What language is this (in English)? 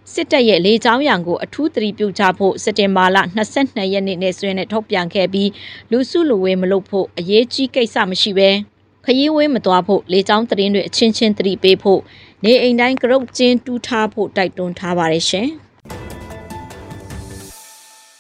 Burmese